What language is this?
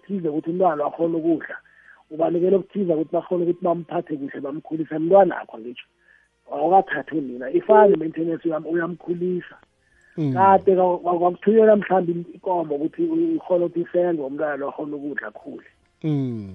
South Ndebele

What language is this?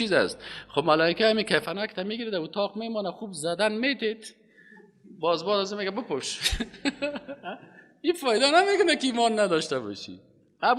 Persian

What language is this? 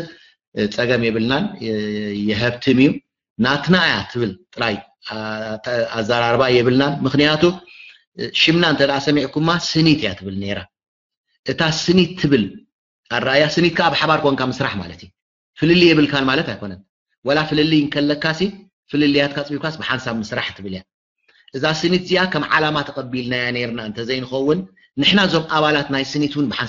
Tigrinya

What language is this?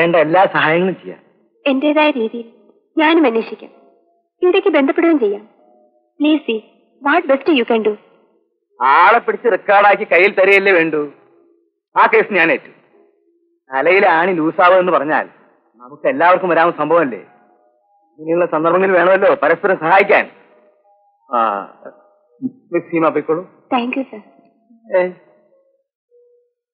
Malayalam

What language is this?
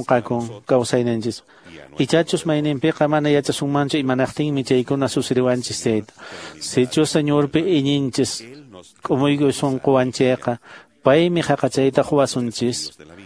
Quechua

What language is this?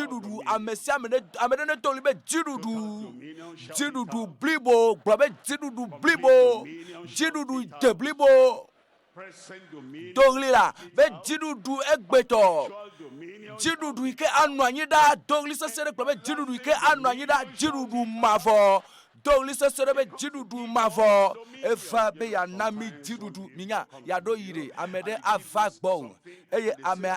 Ewe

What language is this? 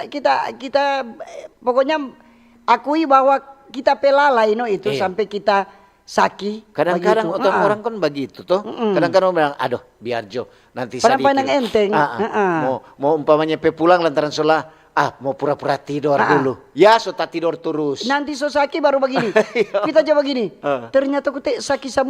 Manado Malay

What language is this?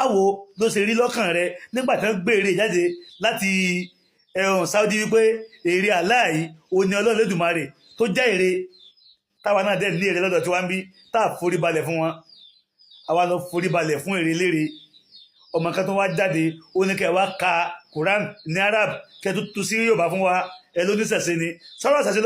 Yoruba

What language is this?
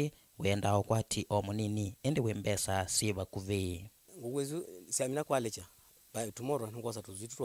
Kamba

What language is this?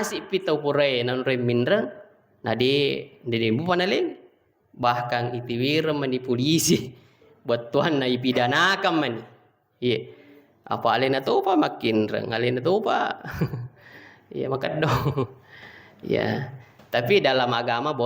Buginese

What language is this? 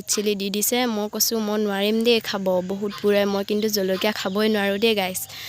Assamese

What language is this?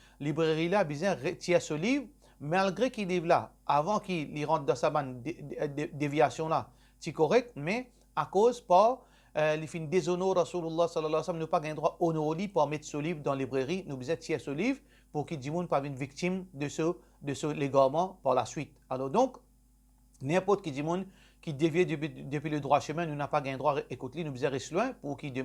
Morisyen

